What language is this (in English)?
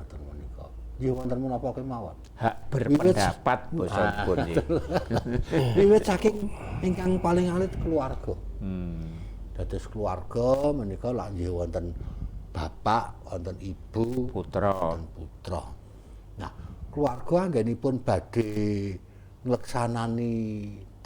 Javanese